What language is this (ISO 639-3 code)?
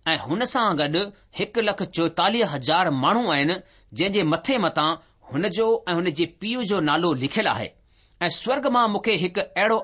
snd